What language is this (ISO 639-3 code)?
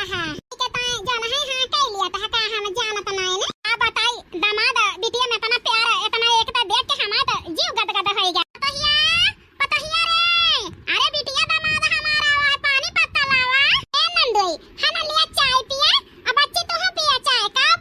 awa